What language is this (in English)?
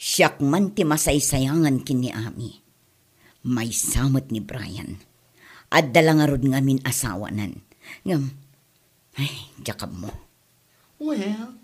Iloko